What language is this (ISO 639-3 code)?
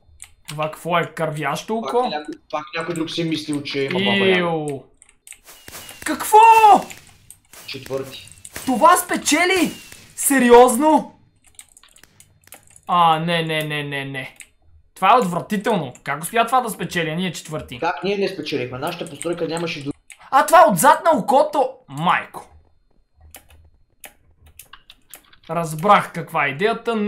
bul